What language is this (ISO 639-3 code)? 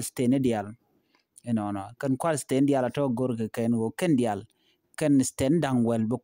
nus